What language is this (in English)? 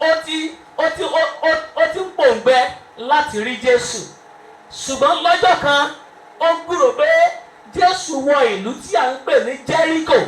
Yoruba